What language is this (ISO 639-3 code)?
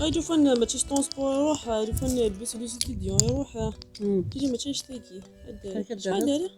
arq